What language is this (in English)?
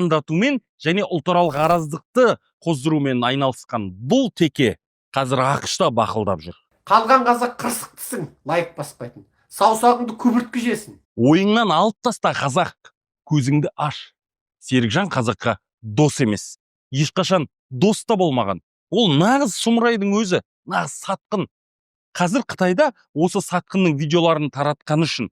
Kazakh